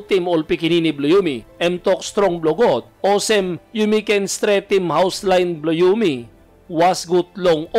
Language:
Tok Pisin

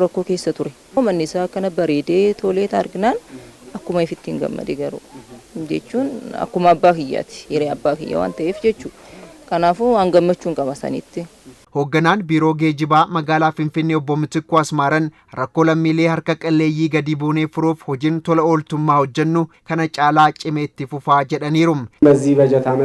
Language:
Oromo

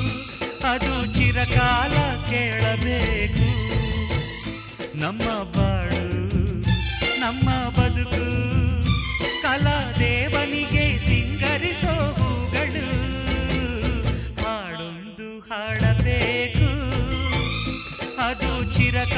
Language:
Kannada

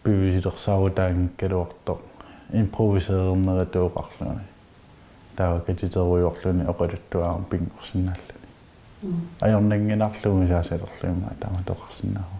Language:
Kalaallisut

